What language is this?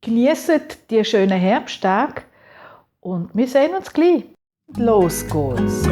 Swiss German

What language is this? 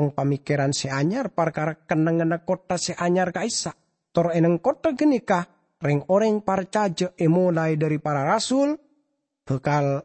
Madurese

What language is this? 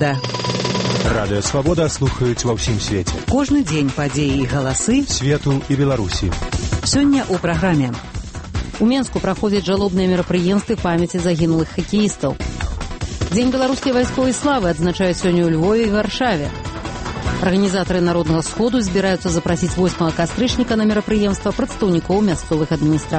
Belarusian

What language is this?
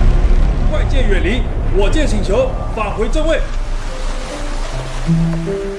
Chinese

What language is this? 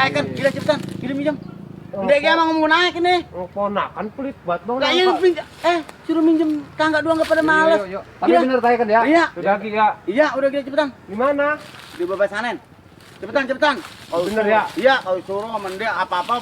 Betawi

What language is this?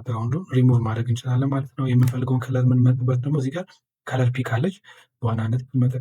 Amharic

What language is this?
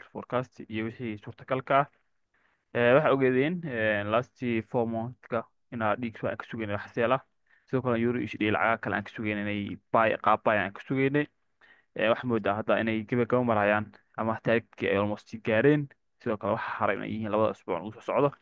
Somali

